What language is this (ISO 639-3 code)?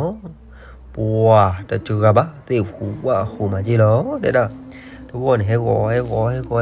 ksw